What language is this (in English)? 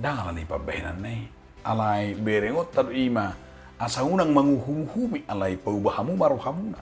Batak Toba